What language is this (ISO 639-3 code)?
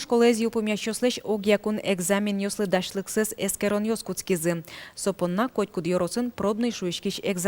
udm